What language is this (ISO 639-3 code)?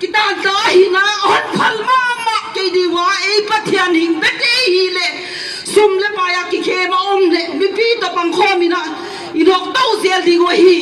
pck